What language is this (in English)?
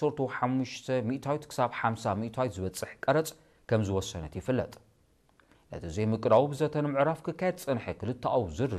Tigrinya